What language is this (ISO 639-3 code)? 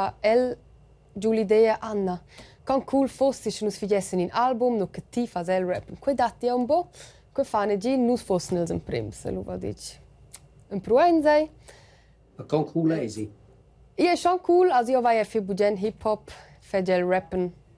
roh